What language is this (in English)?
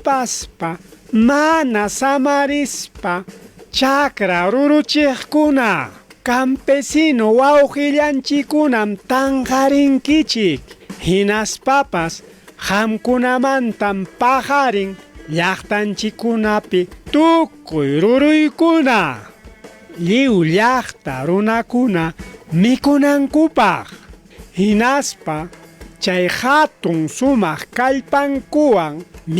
Ayacucho Quechua